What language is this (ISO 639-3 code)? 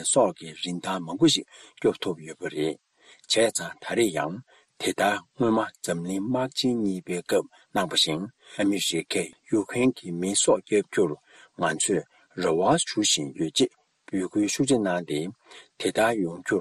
bod